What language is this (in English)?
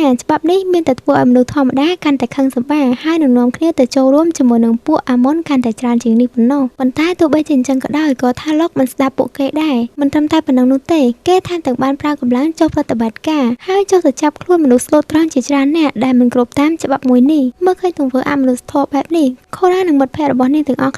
Khmer